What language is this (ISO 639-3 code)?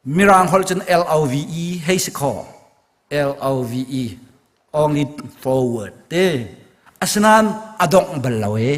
cnh